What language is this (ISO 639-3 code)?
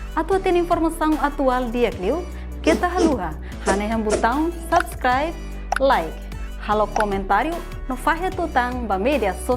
tet